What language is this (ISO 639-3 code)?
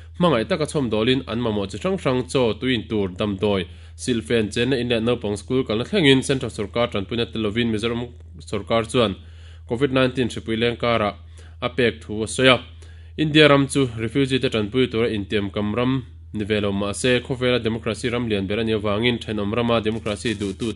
lus